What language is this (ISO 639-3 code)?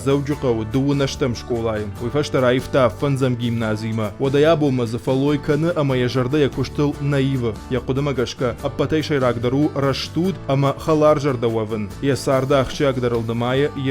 oss